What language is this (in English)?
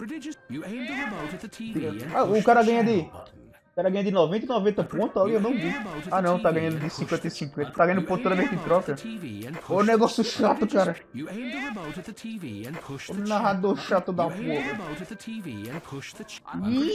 Portuguese